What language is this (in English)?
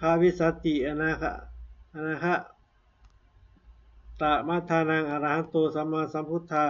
Pali